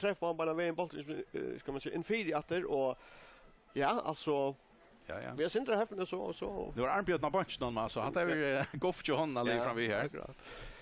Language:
Faroese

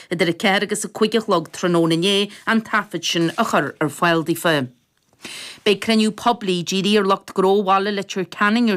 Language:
Irish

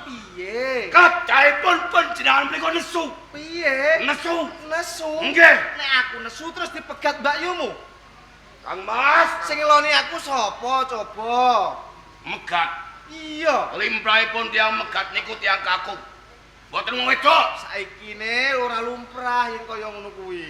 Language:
Javanese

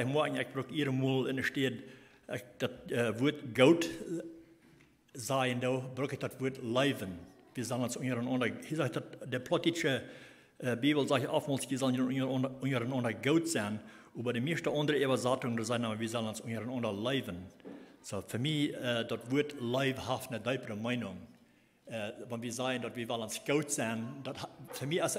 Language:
Plautdietsch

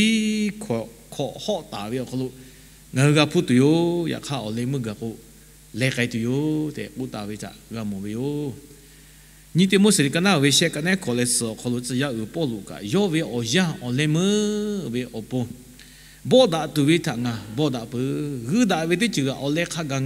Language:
Lahu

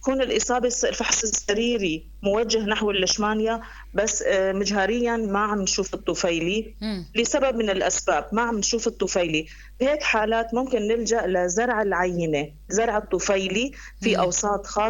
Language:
North Levantine Arabic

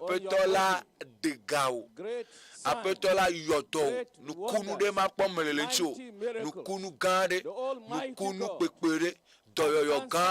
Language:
Ewe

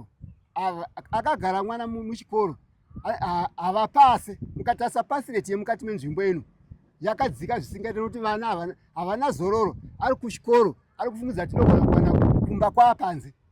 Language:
Shona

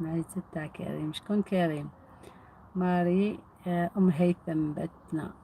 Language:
Algerian Arabic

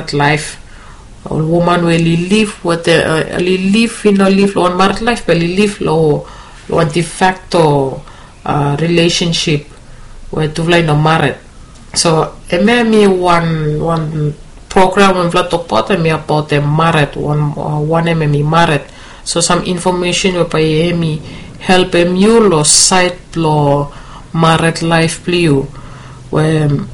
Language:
Bislama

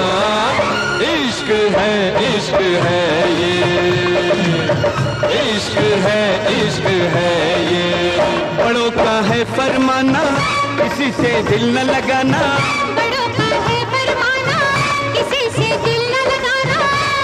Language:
Hindi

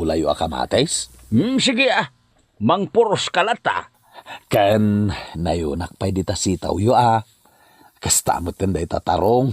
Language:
Iloko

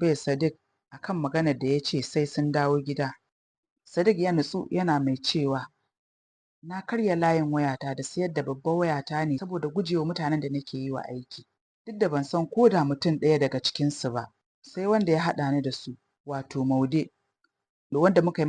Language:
Hausa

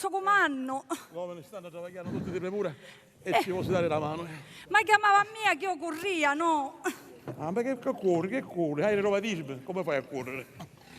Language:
Sicilian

